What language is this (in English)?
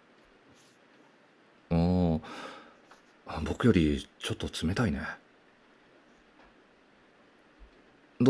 Japanese